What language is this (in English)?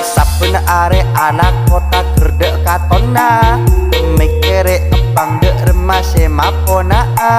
Madurese